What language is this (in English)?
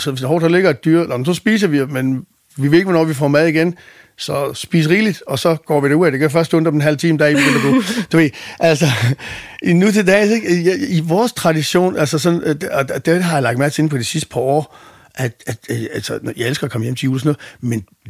Danish